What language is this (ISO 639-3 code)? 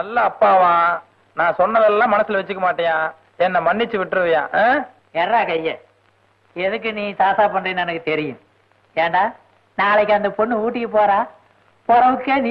tam